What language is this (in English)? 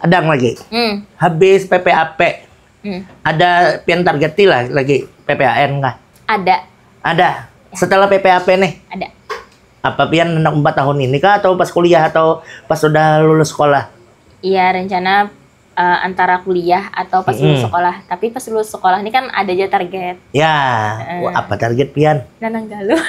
Banjar